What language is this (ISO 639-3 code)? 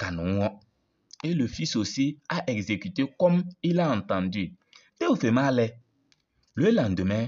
kbp